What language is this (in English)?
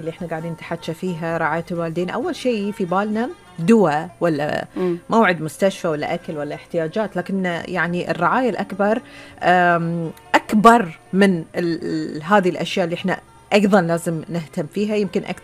Gulf Arabic